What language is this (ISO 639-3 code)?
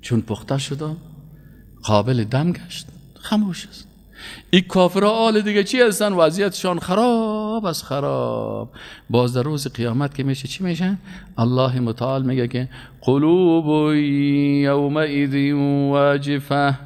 fas